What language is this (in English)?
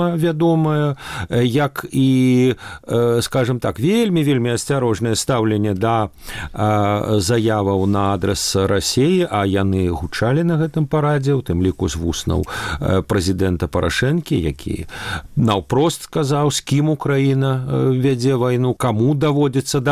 Belarusian